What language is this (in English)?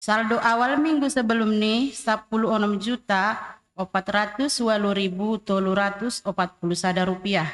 Batak Simalungun